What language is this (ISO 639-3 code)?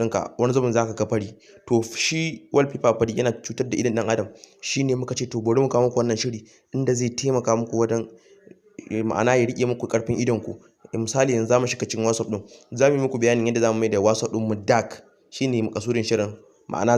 hau